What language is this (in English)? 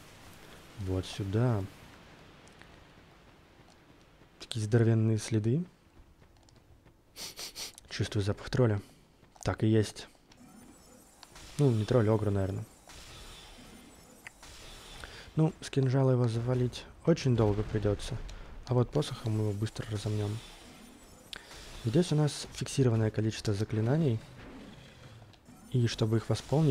Russian